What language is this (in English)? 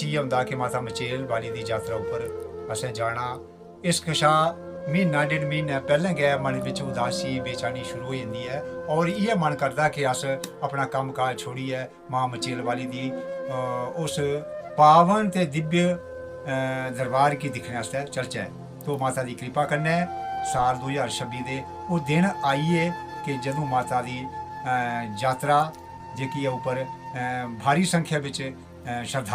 Dogri